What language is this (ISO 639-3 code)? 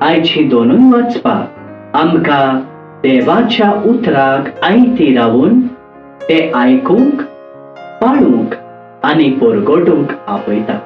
kok